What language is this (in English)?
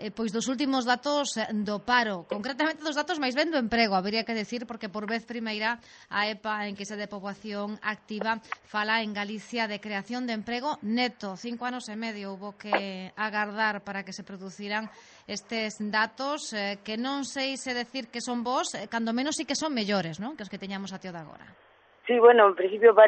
Galician